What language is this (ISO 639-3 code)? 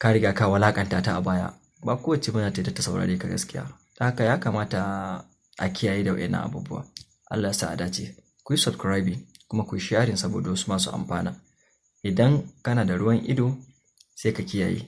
hau